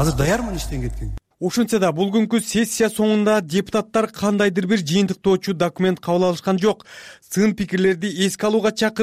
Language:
Kyrgyz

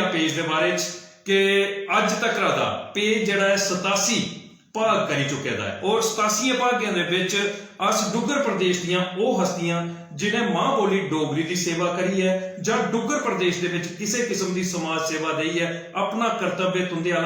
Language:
Dogri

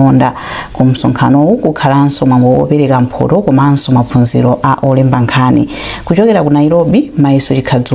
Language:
Nyanja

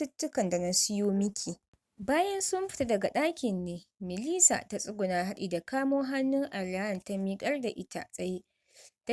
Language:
Hausa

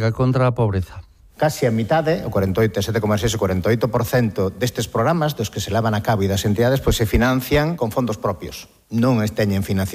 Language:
Galician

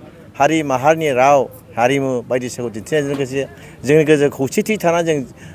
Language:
Bodo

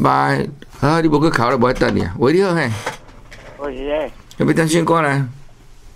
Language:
Min Nan Chinese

